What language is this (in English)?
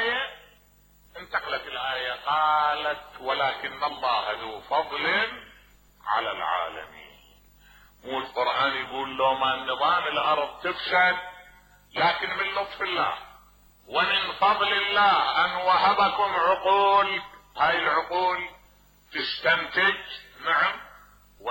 Mesopotamian Arabic